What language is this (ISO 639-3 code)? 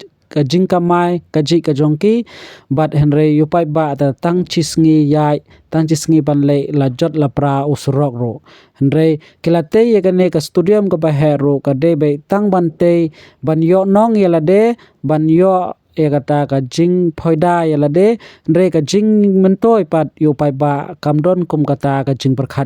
kha